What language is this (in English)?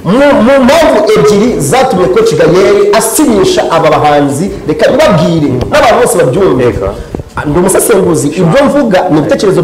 Kinyarwanda